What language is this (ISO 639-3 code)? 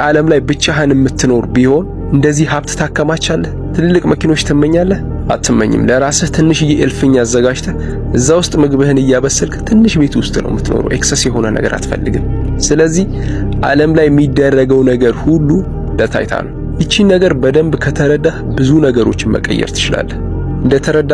amh